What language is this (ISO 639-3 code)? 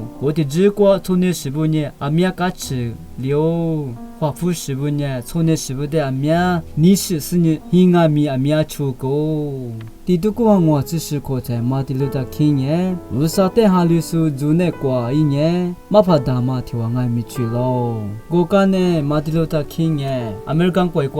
lis